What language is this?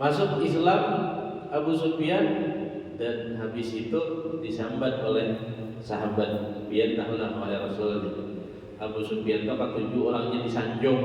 Banjar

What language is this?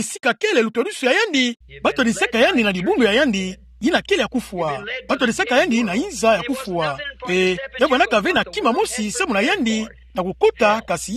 Kituba (Democratic Republic of Congo)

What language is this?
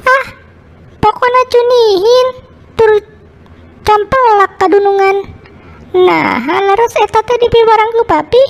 Sundanese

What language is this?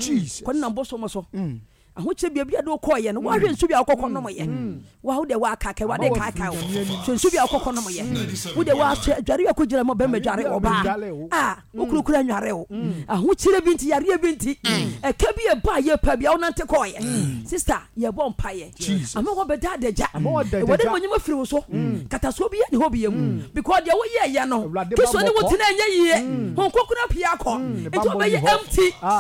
Akan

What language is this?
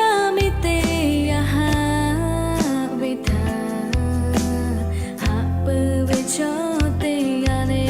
Lahu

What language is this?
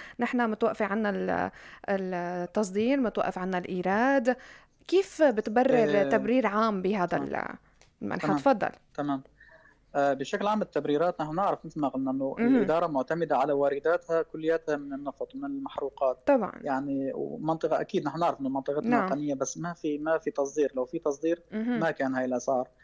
North Levantine Arabic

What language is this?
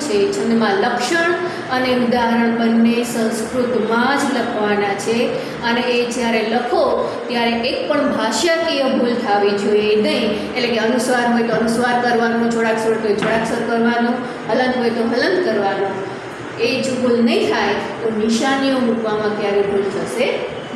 Gujarati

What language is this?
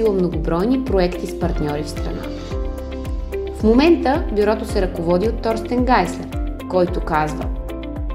Bulgarian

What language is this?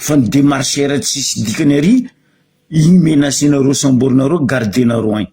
Malagasy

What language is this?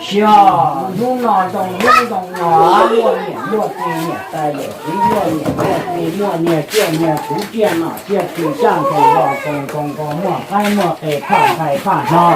Hmong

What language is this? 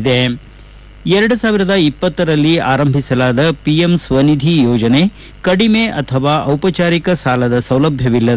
Kannada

